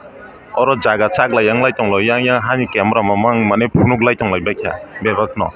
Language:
Kok Borok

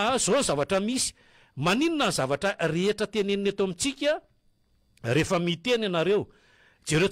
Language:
Malagasy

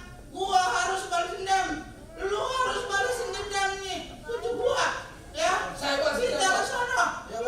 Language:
Betawi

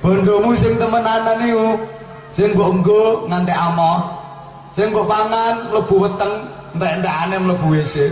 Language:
Javanese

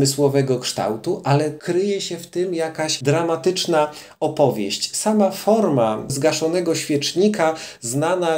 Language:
Polish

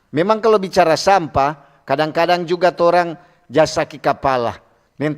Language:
Manado Malay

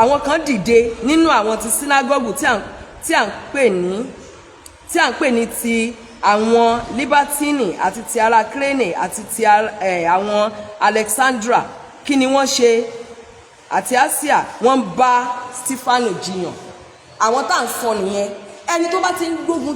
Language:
Yoruba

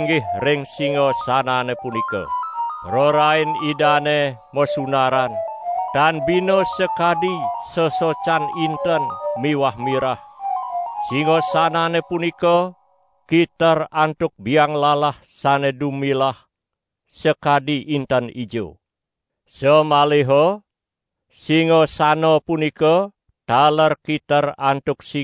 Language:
Balinese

